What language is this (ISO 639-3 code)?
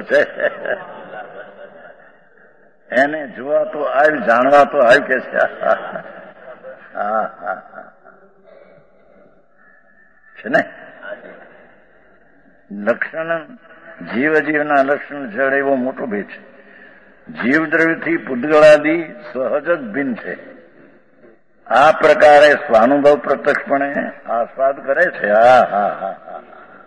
guj